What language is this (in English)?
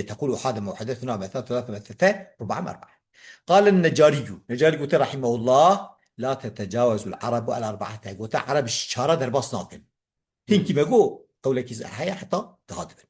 Kurdish